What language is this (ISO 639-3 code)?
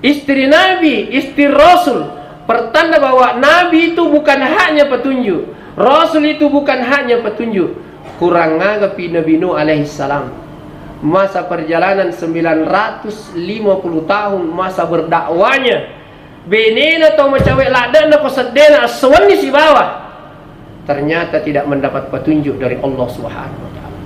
bug